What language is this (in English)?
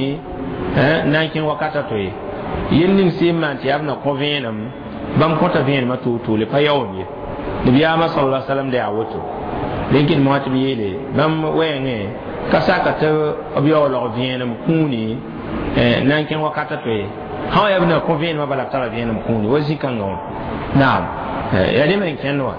Mossi